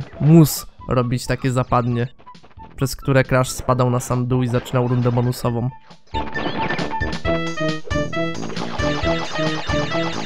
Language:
Polish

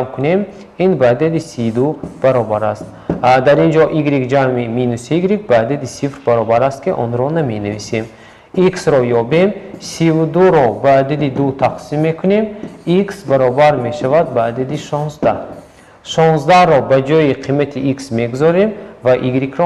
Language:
Tajik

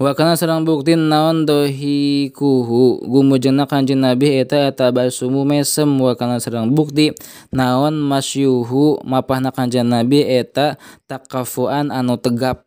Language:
Sundanese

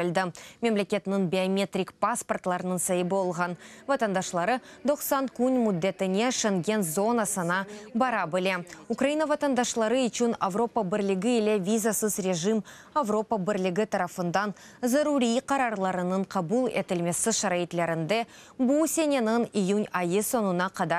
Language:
Crimean Tatar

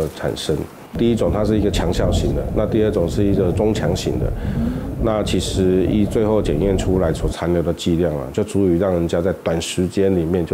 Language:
Chinese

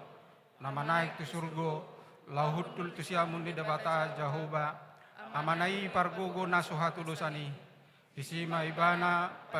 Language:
Batak Toba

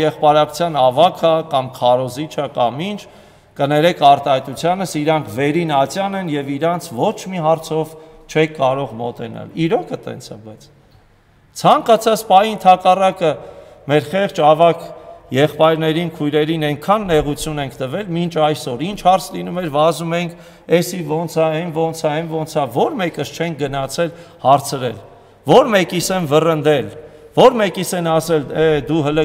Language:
Armenian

